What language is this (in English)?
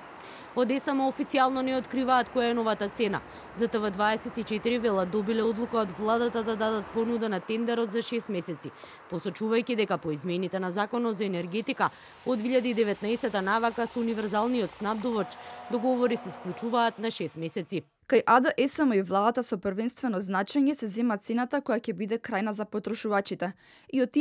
Macedonian